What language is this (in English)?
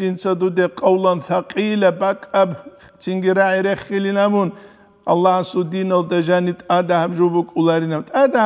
Avaric